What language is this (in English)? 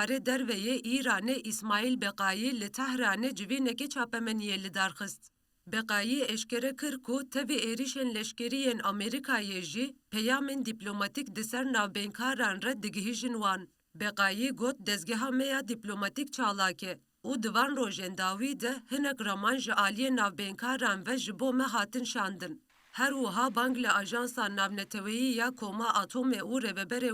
Kurdish